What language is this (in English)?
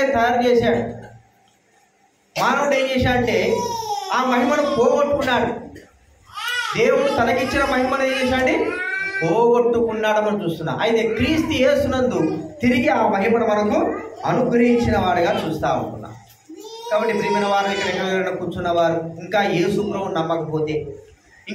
Telugu